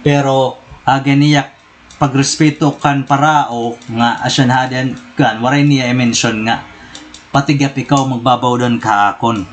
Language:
Waray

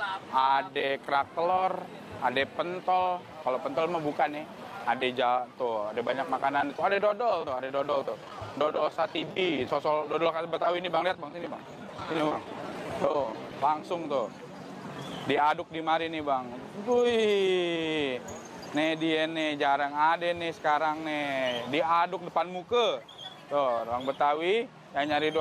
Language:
Betawi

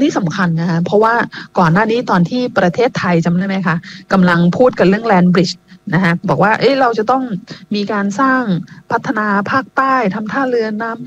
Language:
Thai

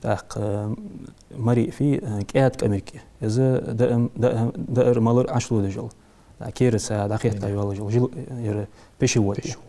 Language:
Ingush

